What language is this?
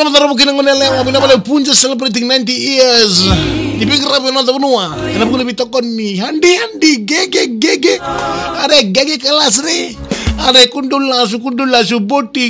Fijian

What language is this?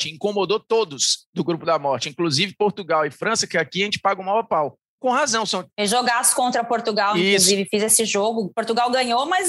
Portuguese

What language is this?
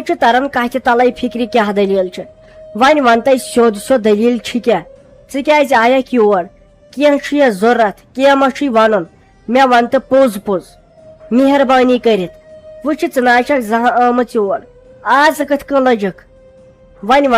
Kashmiri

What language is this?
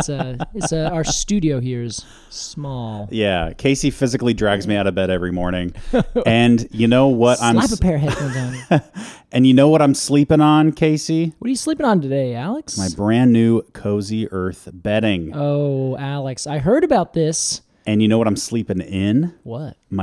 English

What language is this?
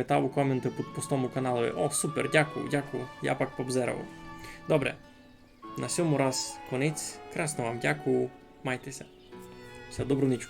Rusyn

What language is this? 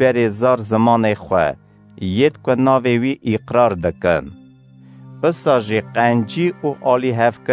Kurdish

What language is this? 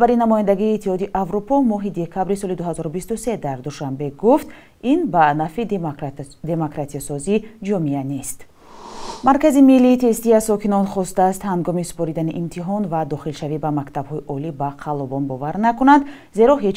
Tajik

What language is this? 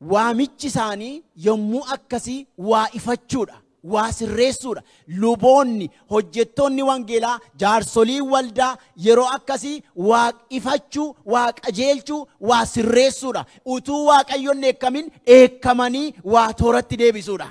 Oromo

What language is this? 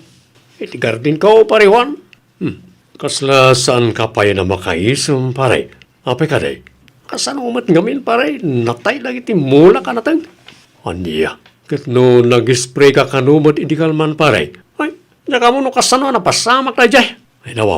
Iloko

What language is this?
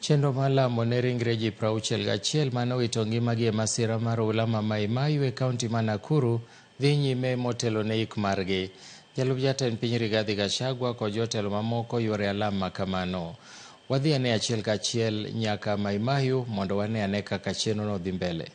Luo (Kenya and Tanzania)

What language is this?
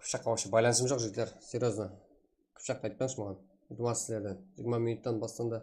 Kara-Kalpak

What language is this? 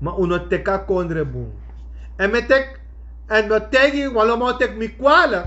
Sranan Tongo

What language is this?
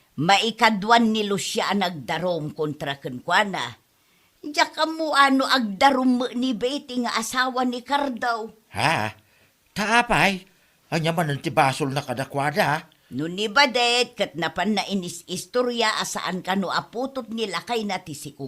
Iloko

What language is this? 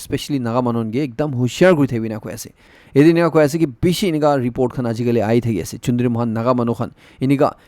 Naga Pidgin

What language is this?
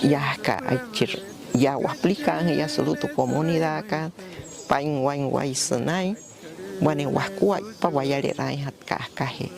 Wayuu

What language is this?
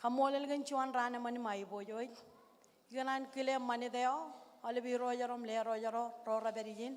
Marshallese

